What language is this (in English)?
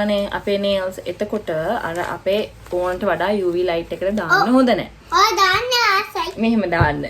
Sinhala